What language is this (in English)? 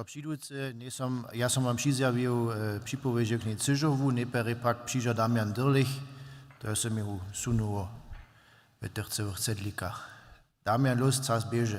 Upper Sorbian